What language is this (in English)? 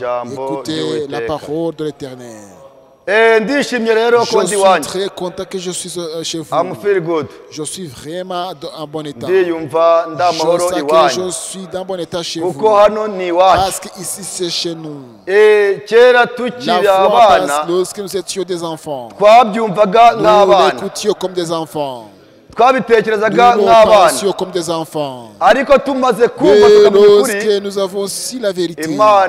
Kinyarwanda